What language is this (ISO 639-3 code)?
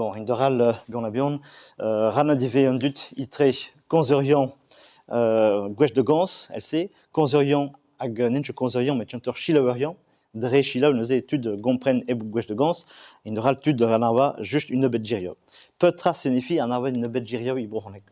bre